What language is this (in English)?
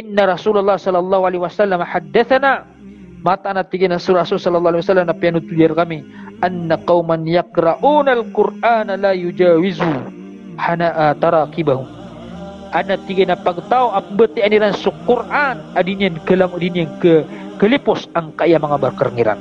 Maranao